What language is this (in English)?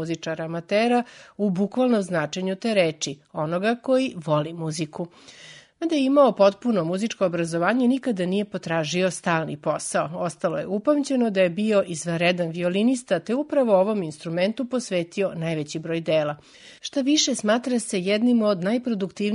Serbian